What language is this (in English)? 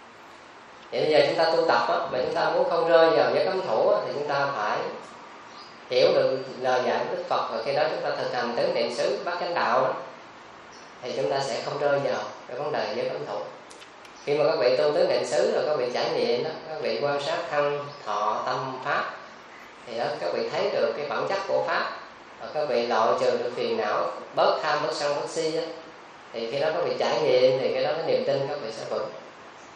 Vietnamese